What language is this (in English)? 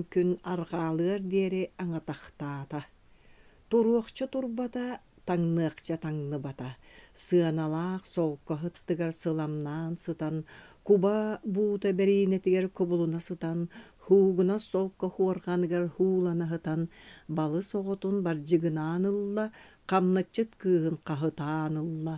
Yakut